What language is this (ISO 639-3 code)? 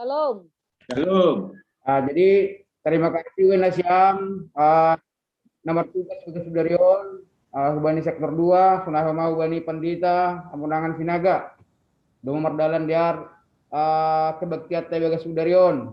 bts